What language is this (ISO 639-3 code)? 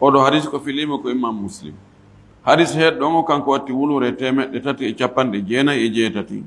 ful